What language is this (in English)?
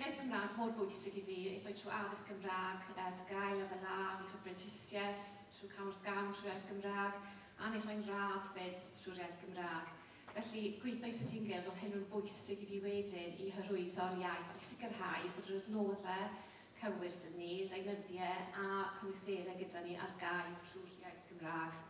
Welsh